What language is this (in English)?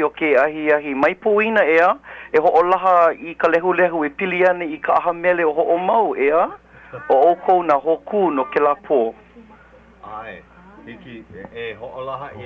Hawaiian